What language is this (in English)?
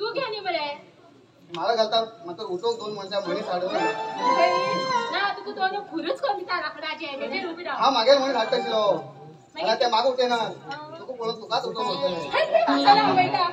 Konkani